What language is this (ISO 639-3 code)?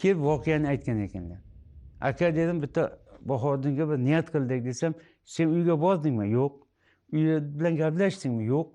uzb